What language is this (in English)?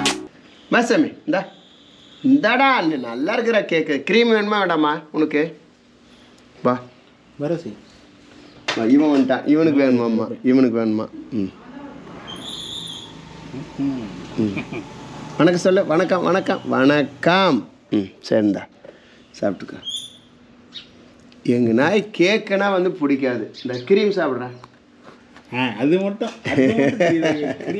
Tamil